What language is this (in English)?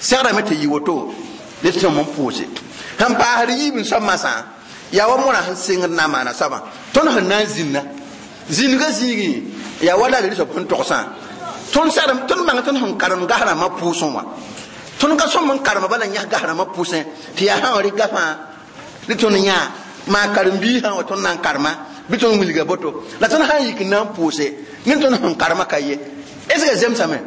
Mossi